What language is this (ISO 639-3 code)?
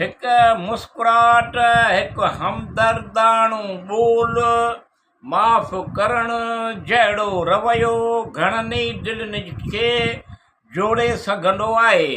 snd